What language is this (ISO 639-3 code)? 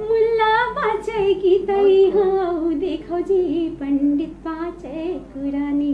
hne